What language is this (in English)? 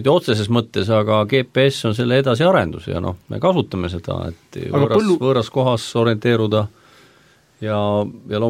Estonian